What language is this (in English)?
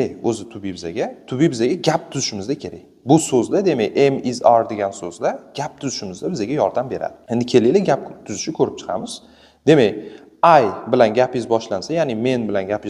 Uzbek